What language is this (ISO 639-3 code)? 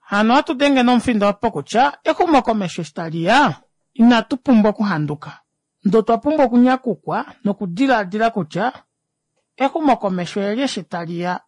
kua